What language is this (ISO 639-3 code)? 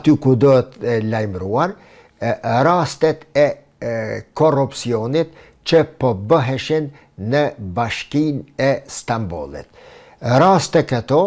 sqi